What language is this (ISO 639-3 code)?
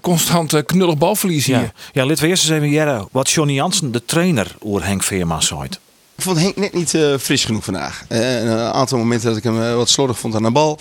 fry